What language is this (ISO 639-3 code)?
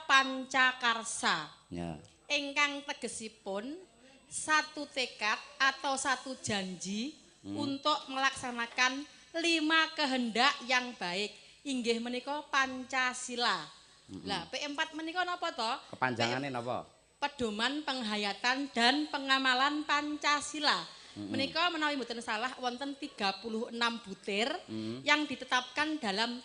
jav